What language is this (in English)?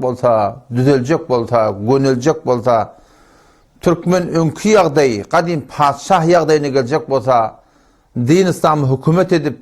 Turkmen